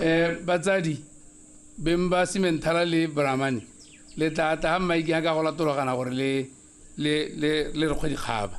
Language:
Tswana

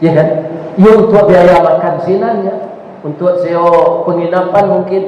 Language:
Minangkabau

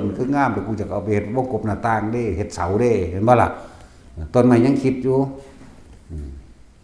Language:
Northeastern Thai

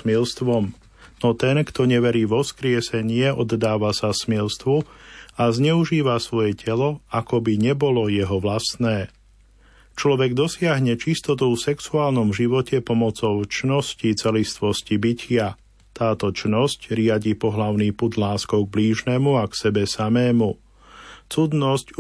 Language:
Slovak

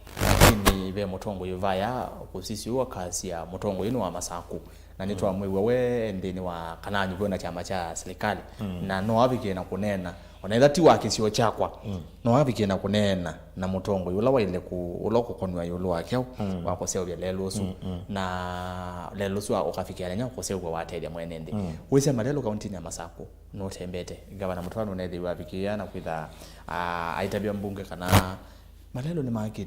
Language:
Kamba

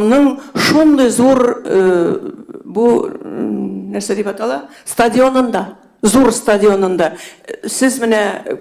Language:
Tatar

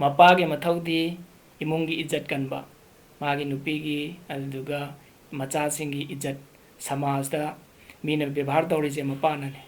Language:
Manipuri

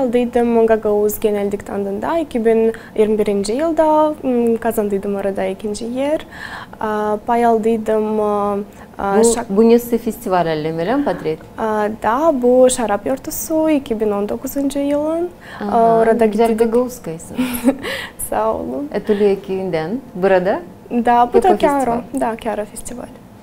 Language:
Gagauz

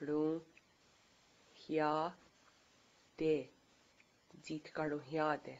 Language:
Mohawk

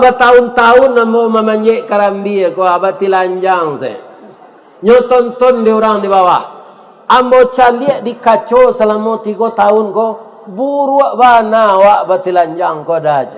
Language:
Minangkabau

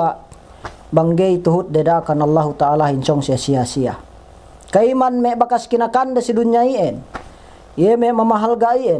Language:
Yakan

